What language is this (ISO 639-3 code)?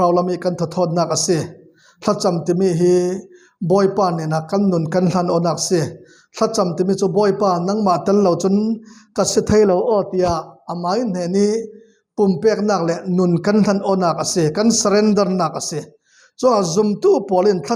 cfm